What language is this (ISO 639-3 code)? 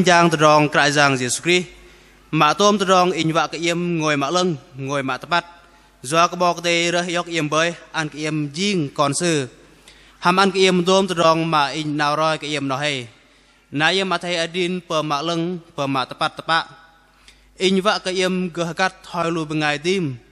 bdq